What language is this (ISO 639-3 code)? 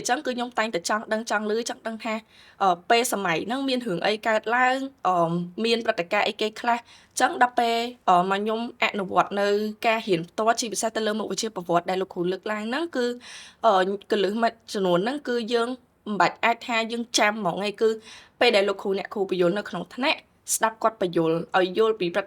khm